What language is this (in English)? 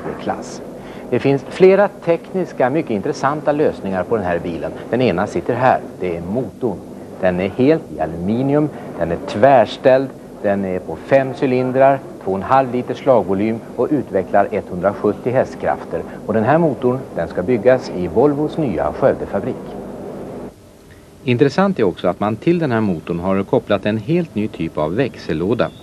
Swedish